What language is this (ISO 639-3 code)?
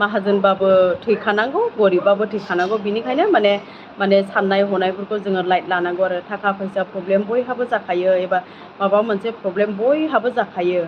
brx